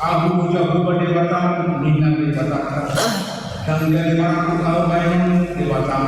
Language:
Batak Toba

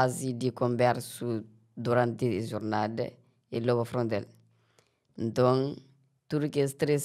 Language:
Kabuverdianu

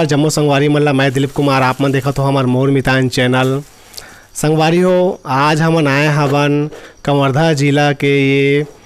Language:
Chhattisgarhi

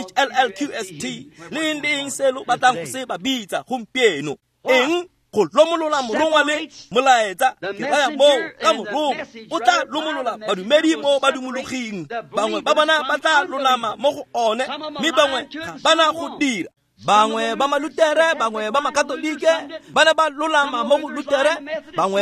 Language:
Tswana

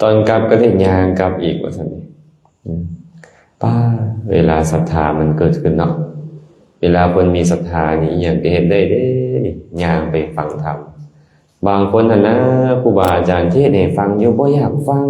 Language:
Lao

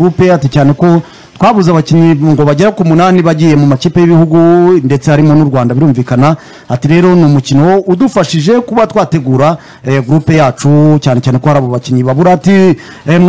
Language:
Kinyarwanda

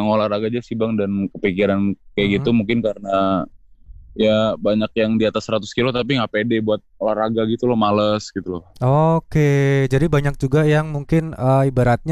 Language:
Indonesian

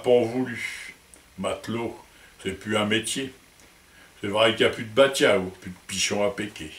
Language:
Picard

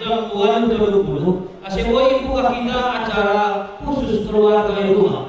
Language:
Batak Simalungun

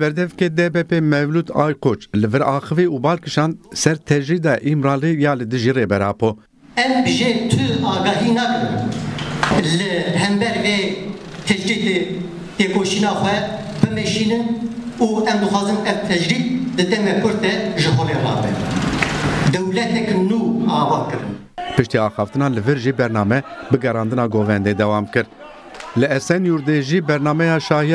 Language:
Kurdish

